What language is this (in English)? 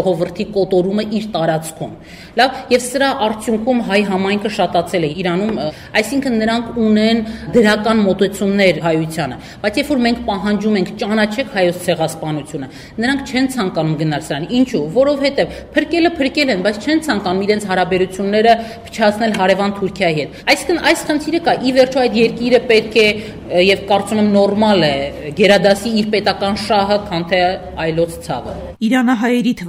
Armenian